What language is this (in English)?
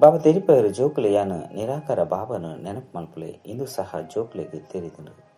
Tulu